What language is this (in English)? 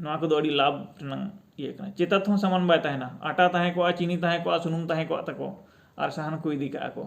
Santali